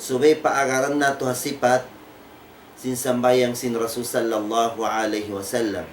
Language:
Tausug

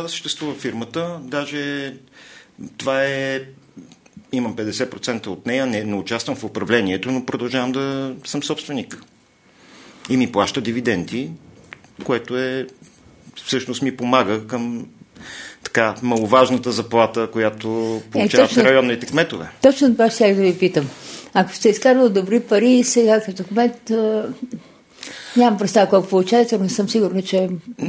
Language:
Bulgarian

